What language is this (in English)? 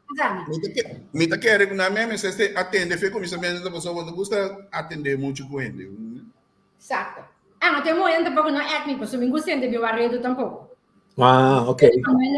Papiamento